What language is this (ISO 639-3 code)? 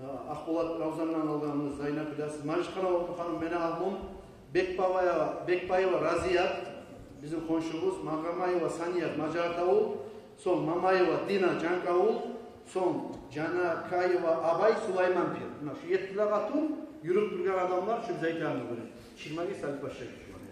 kum